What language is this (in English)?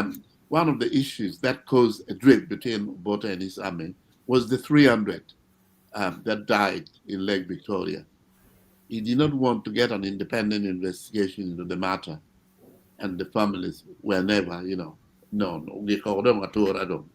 Acoli